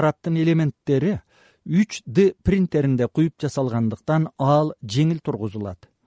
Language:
Kyrgyz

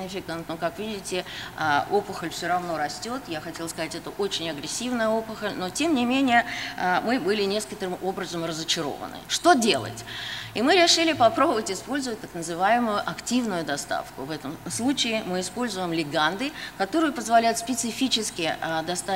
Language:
Russian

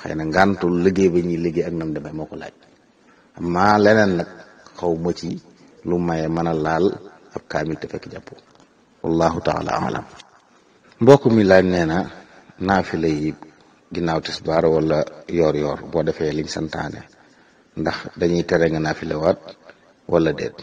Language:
Wolof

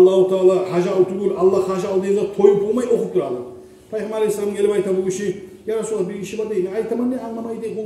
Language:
Kumyk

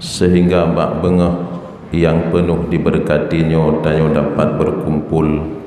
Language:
Achinese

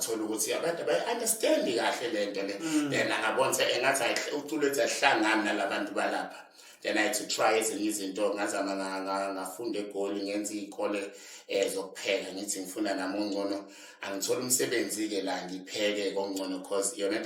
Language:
Zulu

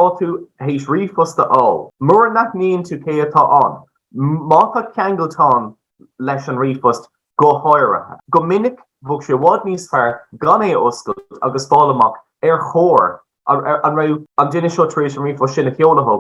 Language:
Irish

